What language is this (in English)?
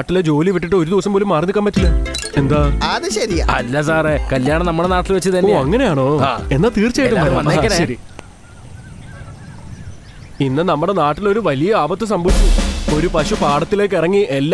Malayalam